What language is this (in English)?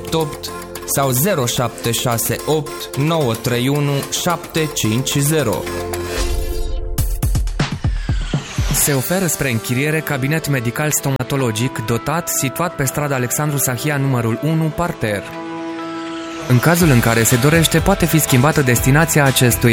Romanian